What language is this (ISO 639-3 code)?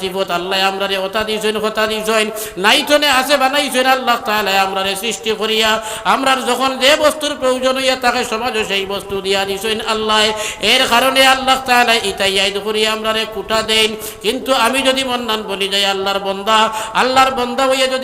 syl